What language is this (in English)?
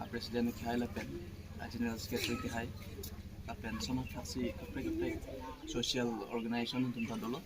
Karbi